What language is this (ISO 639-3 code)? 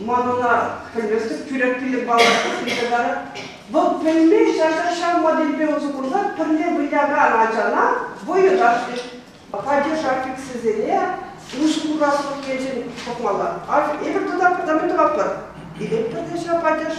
chv